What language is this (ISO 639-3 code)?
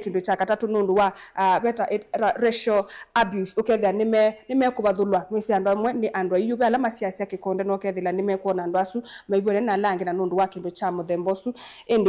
kam